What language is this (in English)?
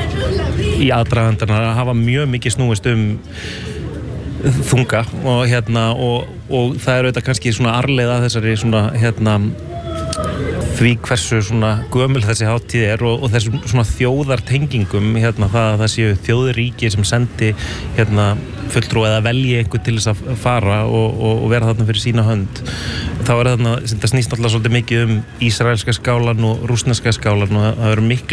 Icelandic